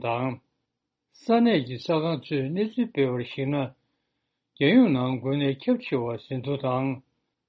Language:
Tibetan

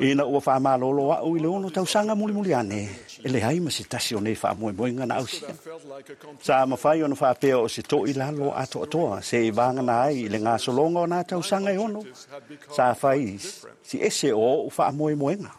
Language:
Samoan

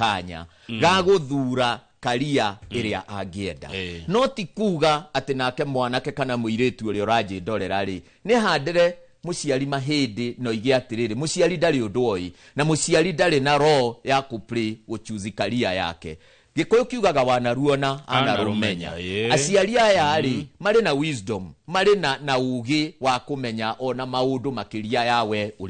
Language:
Kikuyu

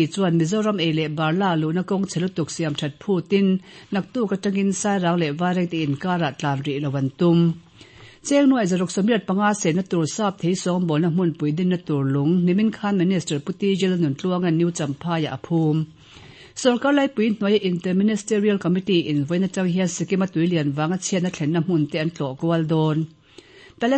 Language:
Mizo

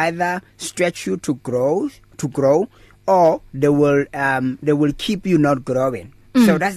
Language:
English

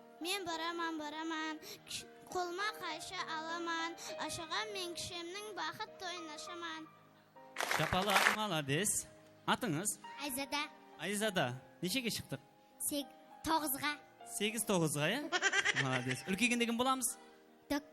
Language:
Kara-Kalpak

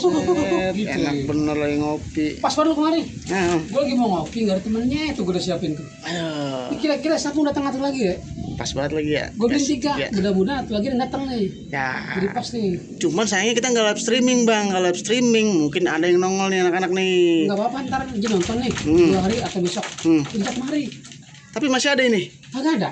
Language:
Betawi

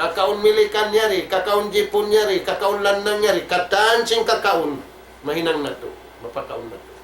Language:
Tausug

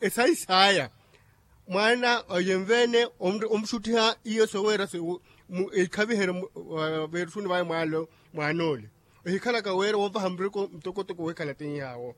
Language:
Makhuwa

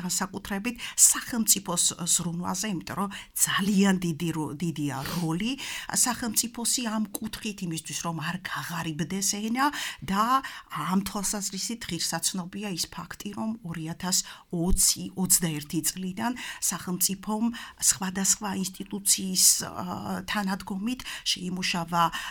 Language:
Georgian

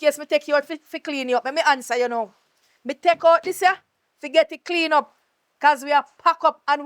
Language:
Jamaican Creole English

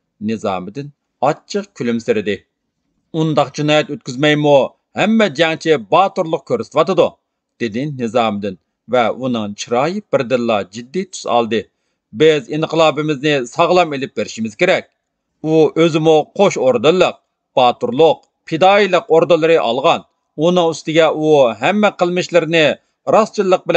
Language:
Uyghur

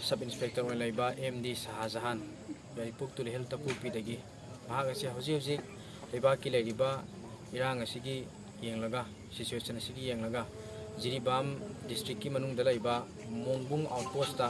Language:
Manipuri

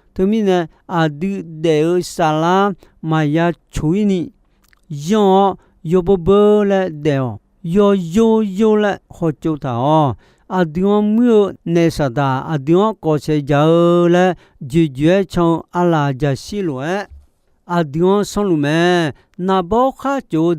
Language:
Akha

